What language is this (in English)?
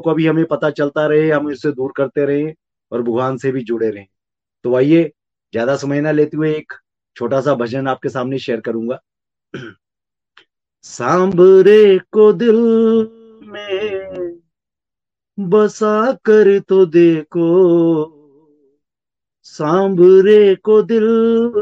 Hindi